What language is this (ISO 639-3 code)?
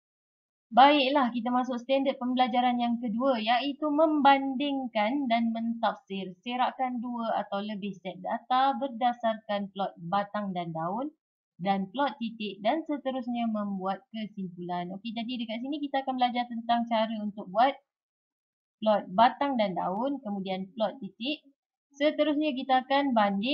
msa